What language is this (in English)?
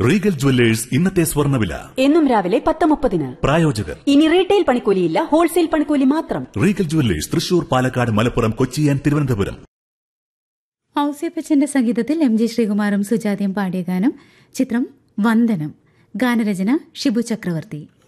Malayalam